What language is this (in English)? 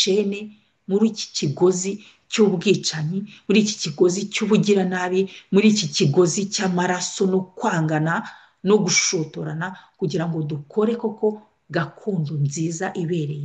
Kinyarwanda